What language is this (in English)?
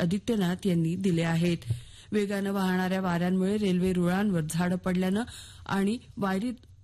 Marathi